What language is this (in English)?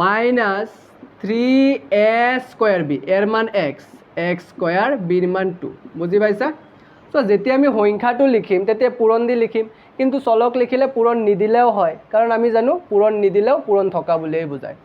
Assamese